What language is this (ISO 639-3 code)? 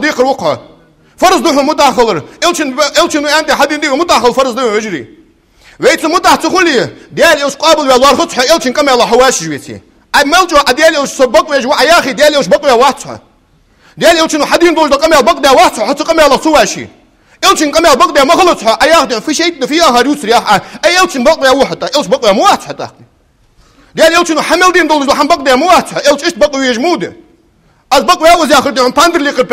inh